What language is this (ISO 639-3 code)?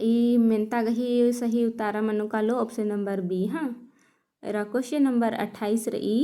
kru